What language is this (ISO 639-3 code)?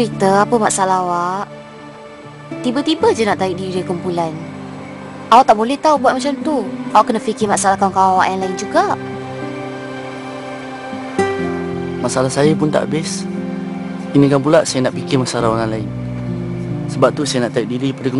msa